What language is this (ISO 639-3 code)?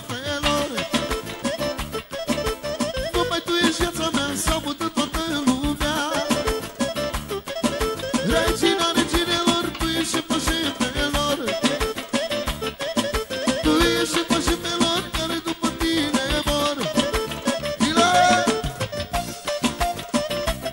ron